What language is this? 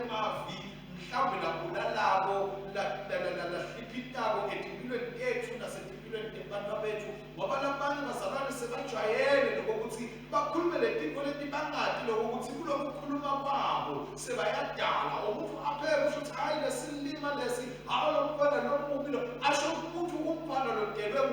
Swati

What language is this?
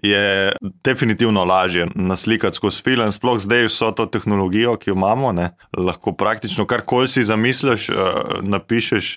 Slovenian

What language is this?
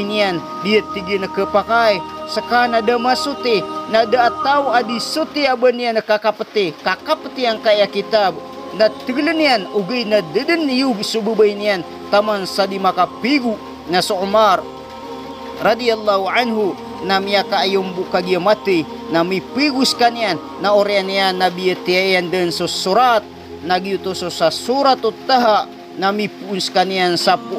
Maranao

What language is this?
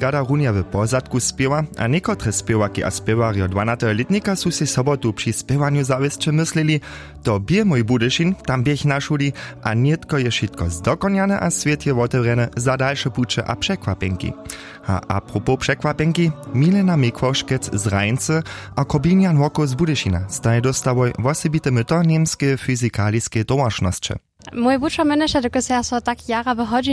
Upper Sorbian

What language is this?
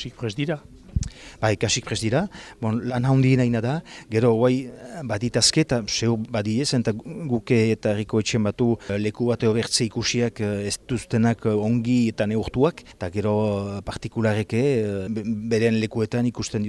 Basque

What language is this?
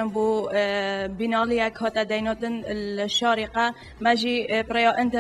Kurdish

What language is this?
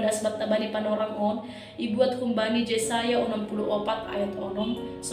Batak Simalungun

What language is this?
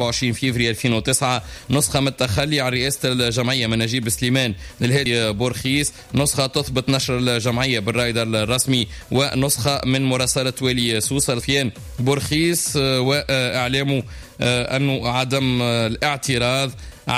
Tunisian Arabic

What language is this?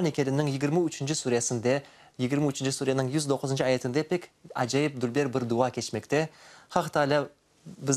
Crimean Tatar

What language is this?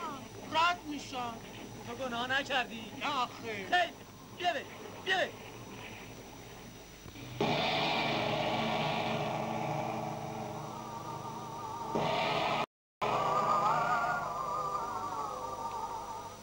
Persian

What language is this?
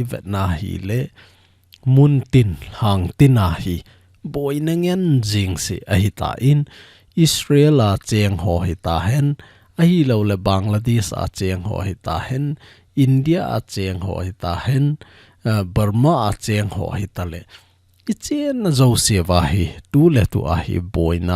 Thado Chin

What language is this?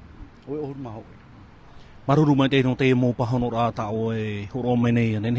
Tahitian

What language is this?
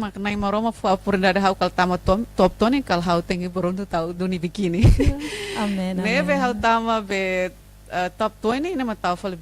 Tetum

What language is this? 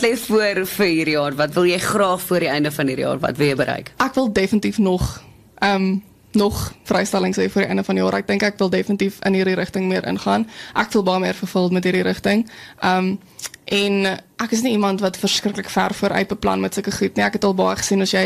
Afrikaans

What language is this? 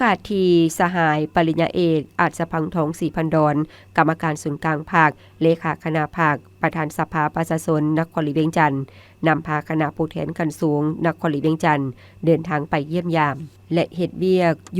Lao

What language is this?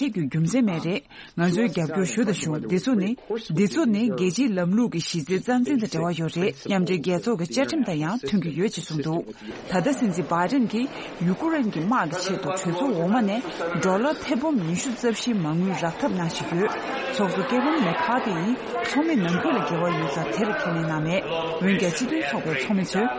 Tibetan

